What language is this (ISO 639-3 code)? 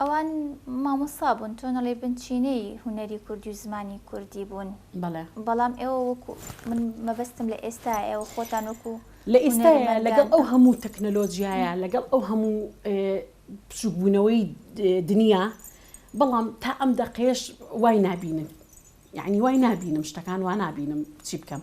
ckb